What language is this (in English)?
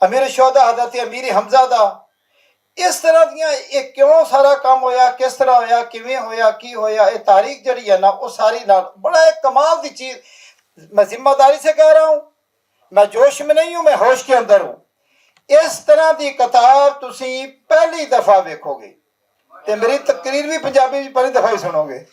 Western Panjabi